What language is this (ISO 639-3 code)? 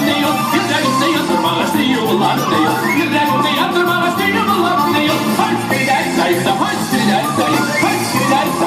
tat